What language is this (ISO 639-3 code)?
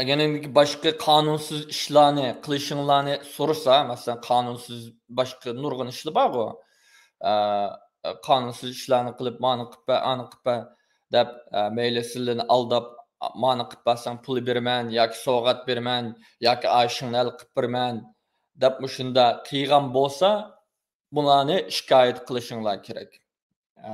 uig